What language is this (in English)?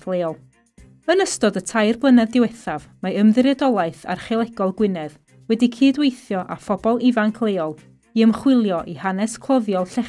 Welsh